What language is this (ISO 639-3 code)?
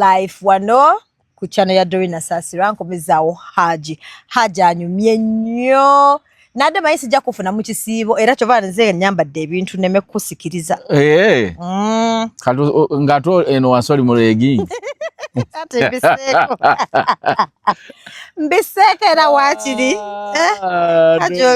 lug